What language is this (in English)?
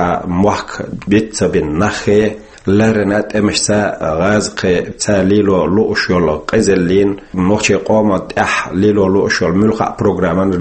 Chechen